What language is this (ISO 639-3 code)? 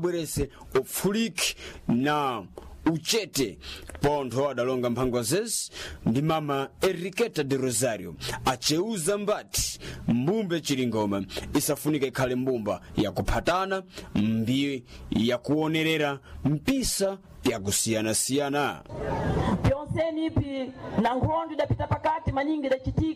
seh